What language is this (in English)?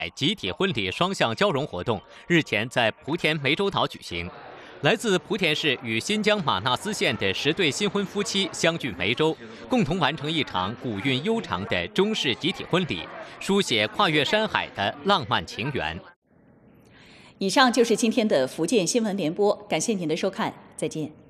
Chinese